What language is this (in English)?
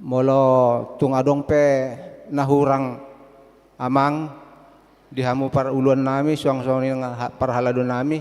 Batak Toba